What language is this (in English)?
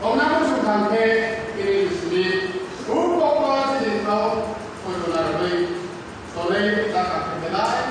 Kok Borok